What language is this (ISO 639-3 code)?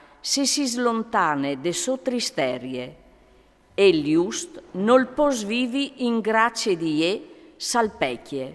fur